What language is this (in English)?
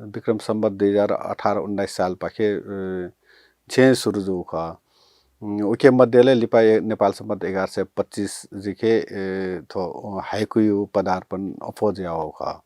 Newari